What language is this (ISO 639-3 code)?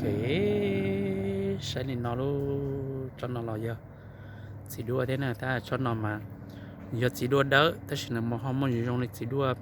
hmn